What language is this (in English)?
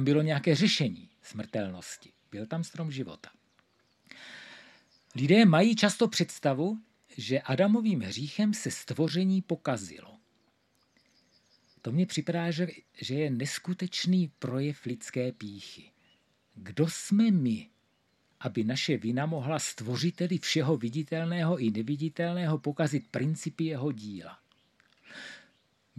Czech